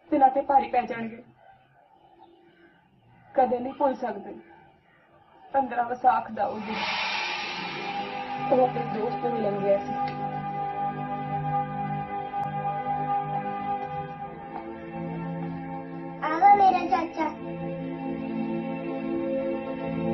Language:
Punjabi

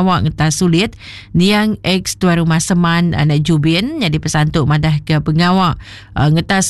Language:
Iban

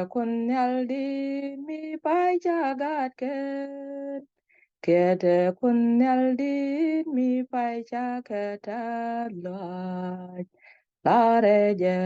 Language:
Nuer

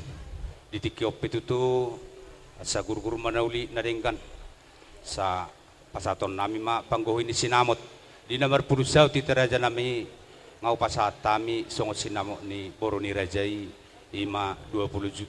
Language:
Batak Toba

